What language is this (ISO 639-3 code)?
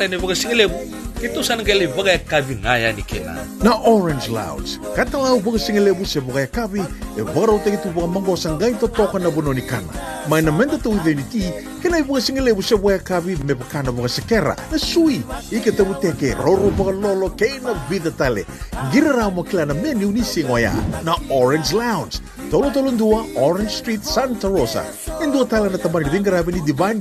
fij